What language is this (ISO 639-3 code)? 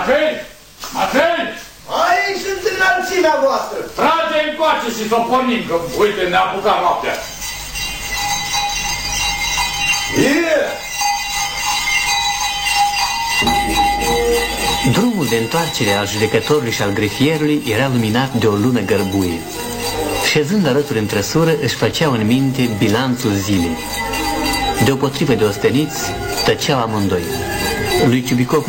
ron